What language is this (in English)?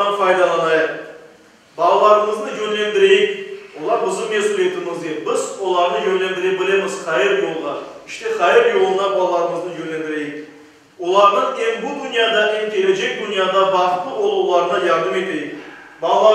Crimean Tatar